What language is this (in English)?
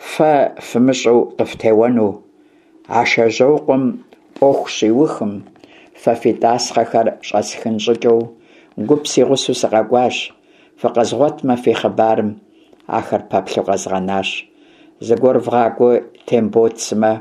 Kabardian